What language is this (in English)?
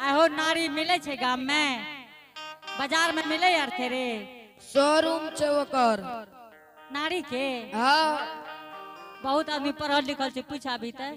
Angika